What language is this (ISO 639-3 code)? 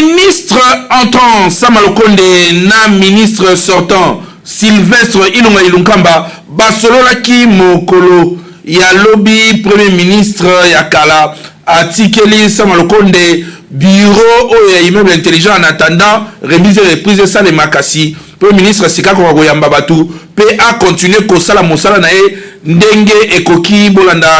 lin